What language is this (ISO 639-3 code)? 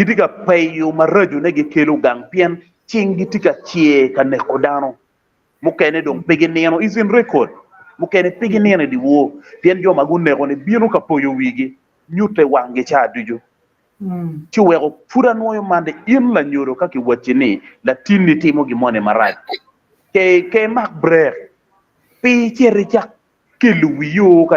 ach